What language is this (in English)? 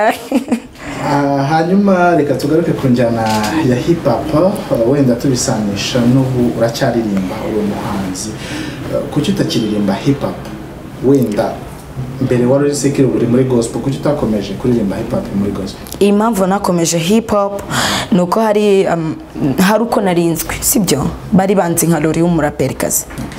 Kinyarwanda